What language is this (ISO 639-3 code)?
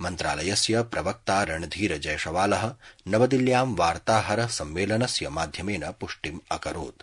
san